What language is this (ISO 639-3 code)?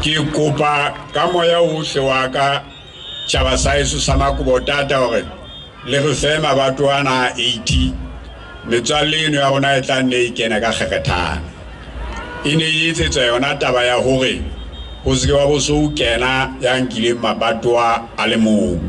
sot